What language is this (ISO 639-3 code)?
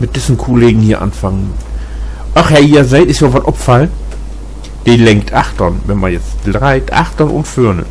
nds